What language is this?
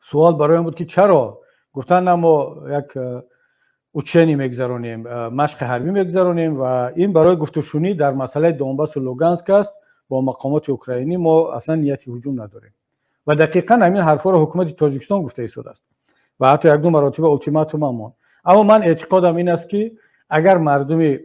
Tajik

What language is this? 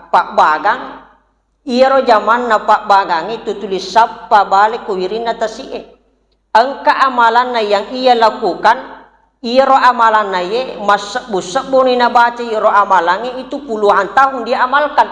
Buginese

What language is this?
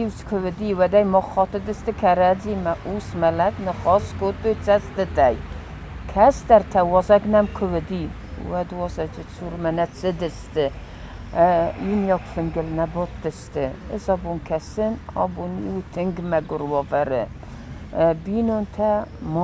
Ossetic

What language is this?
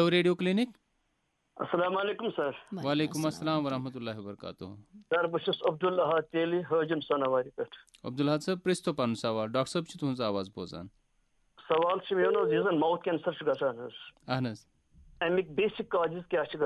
Kashmiri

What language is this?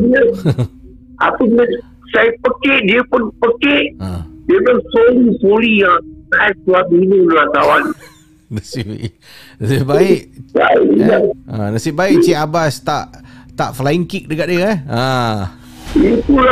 Malay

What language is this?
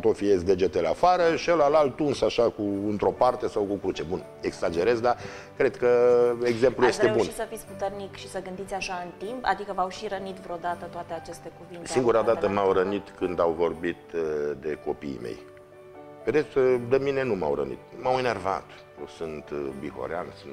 Romanian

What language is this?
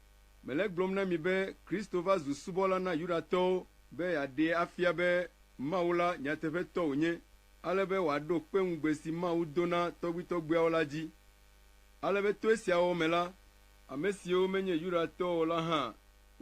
Ewe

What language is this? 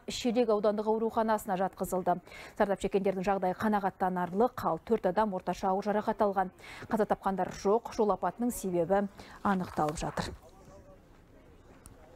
Kazakh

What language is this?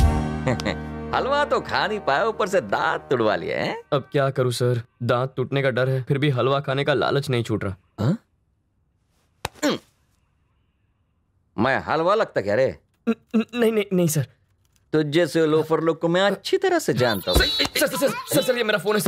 Hindi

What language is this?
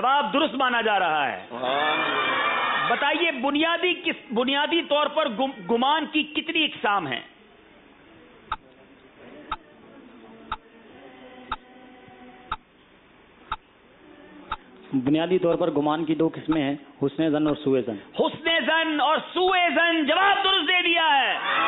Urdu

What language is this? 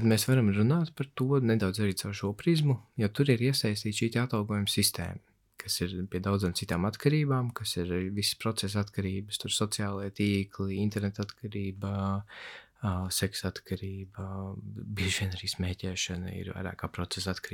Latvian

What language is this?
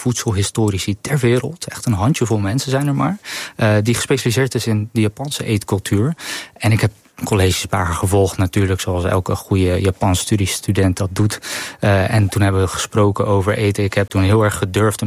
Dutch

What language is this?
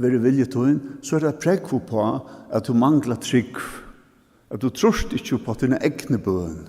Faroese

